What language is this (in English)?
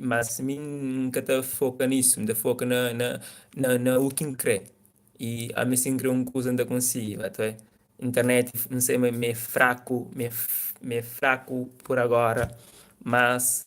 Kabuverdianu